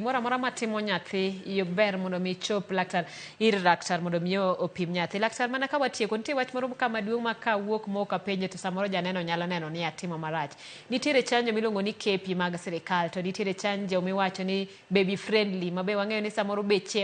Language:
Luo (Kenya and Tanzania)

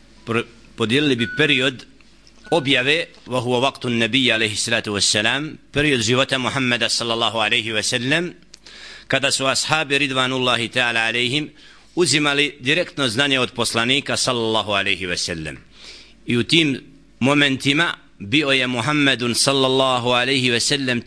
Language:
Bosnian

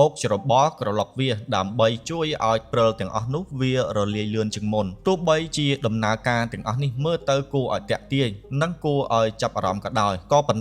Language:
Khmer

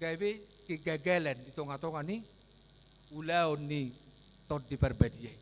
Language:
Batak Toba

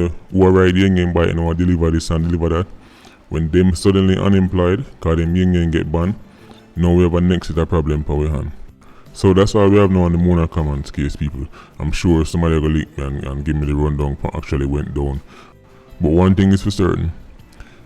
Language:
Jamaican Creole English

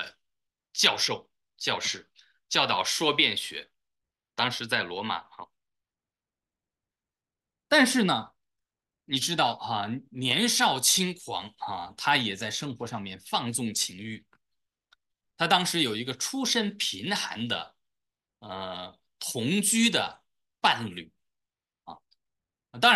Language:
Chinese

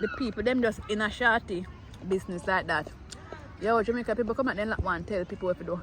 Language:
Jamaican Creole English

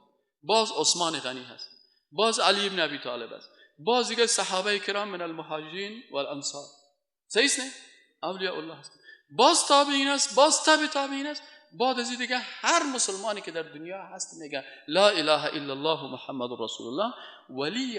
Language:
Persian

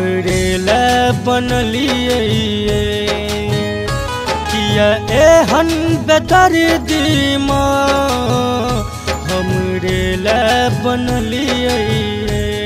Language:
Maithili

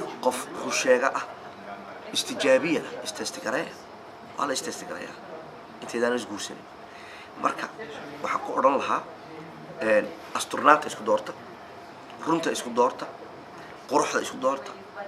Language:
Somali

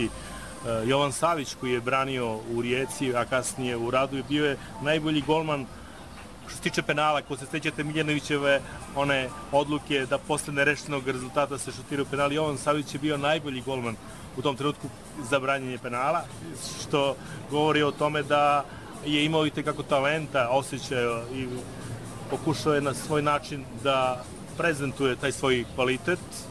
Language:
Serbian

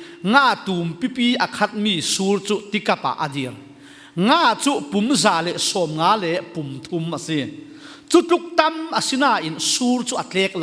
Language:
Falam Chin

